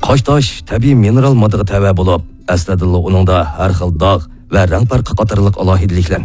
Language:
Uyghur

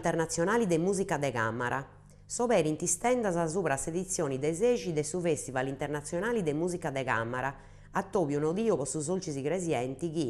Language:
Sardinian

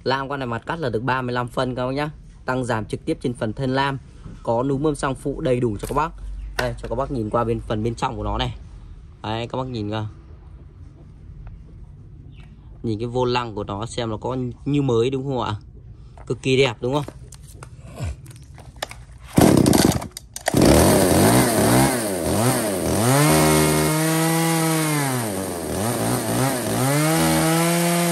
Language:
Vietnamese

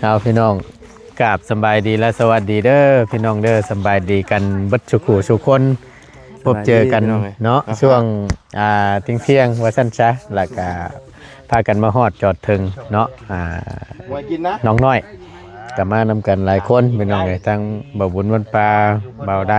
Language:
Northeastern Thai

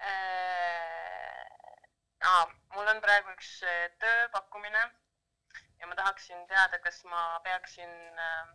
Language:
Estonian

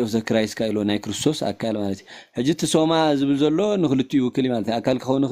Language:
Tigrinya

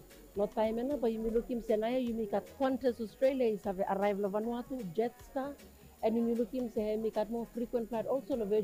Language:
Bislama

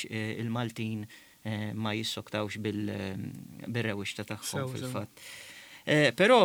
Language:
Maltese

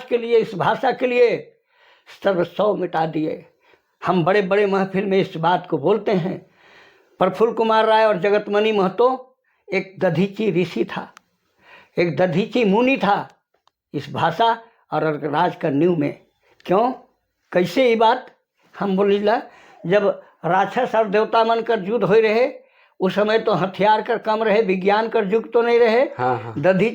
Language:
Sadri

